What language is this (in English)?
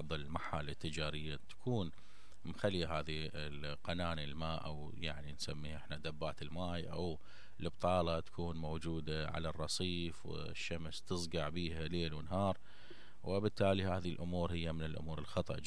Mesopotamian Arabic